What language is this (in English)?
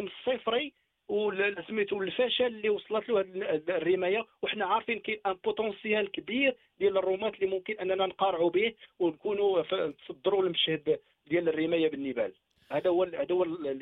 Moroccan Arabic